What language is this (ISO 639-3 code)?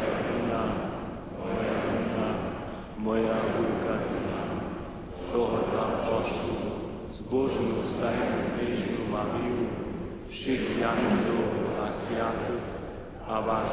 hsb